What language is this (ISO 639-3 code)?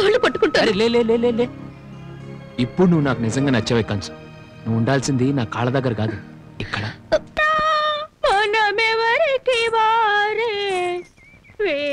tel